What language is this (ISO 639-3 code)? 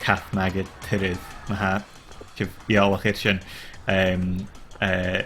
gla